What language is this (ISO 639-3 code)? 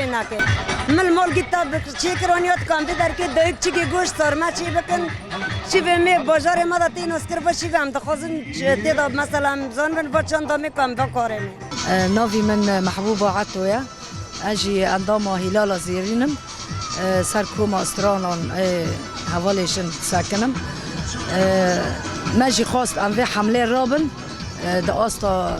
kur